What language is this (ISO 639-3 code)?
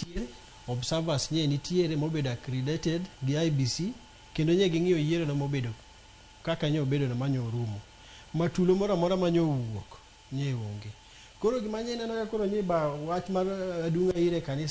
luo